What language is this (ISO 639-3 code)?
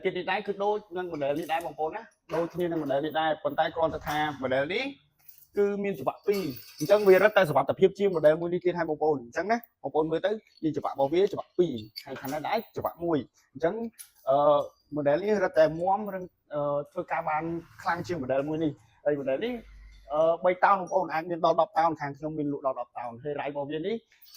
khm